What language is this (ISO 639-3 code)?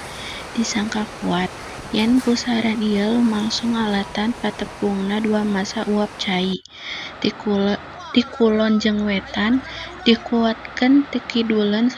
sun